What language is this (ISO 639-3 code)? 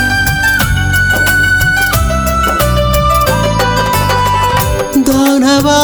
tel